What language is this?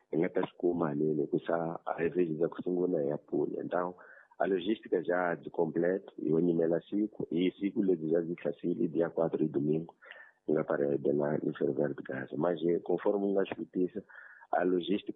Tsonga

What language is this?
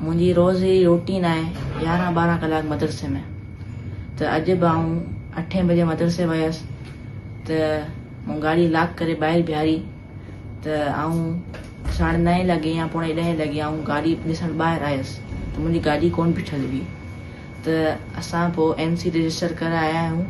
Sindhi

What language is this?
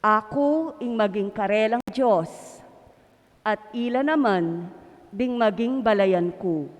Pampanga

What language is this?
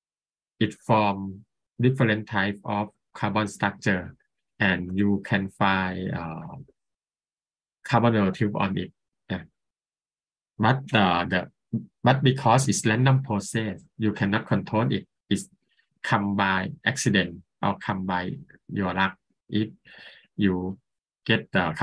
English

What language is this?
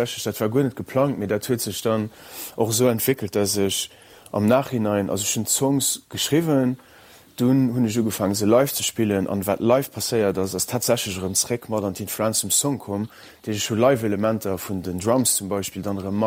Luxembourgish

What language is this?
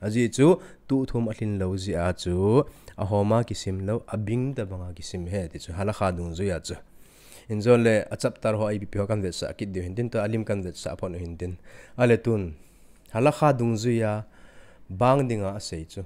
Thado Chin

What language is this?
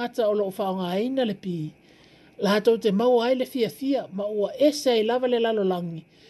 Samoan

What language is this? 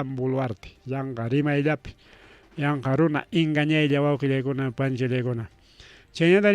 Ayacucho Quechua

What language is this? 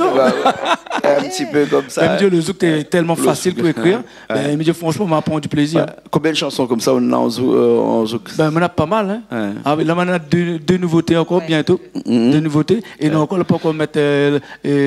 Réunion Creole French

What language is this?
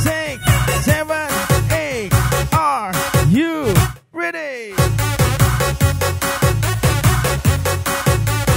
Indonesian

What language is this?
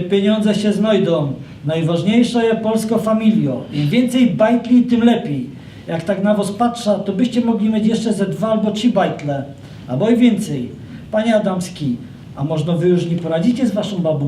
Silesian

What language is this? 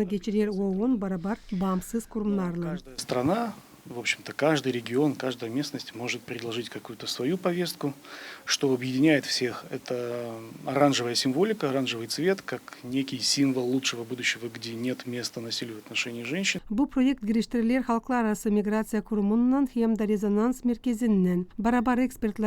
Gagauz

